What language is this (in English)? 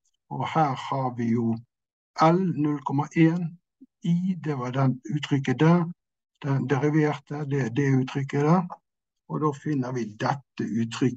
Norwegian